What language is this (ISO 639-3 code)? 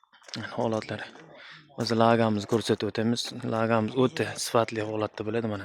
uzb